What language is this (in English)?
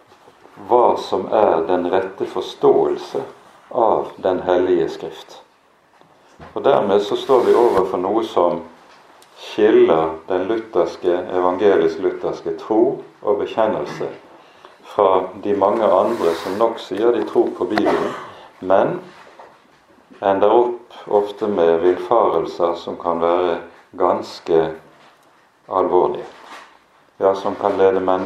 Norwegian